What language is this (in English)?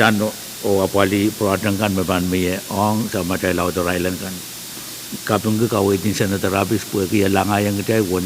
Pohnpeian